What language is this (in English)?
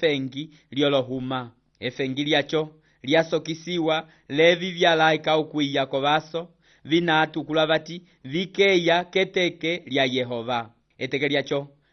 Umbundu